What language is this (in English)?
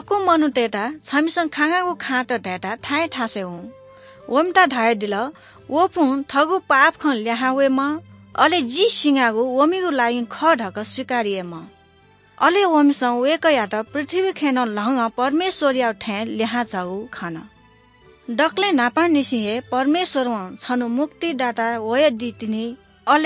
Newari